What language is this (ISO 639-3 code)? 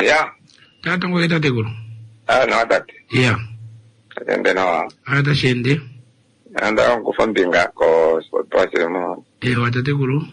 kua